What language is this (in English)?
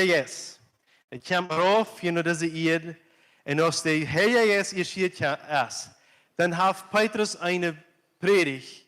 Plautdietsch